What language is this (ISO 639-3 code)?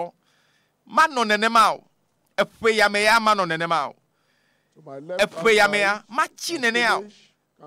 ewe